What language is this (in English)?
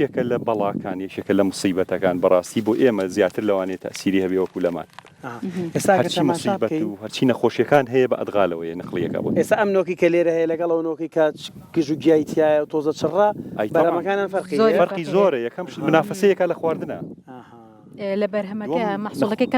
Central Kurdish